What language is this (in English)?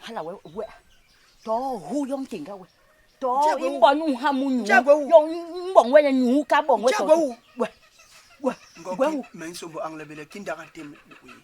Basaa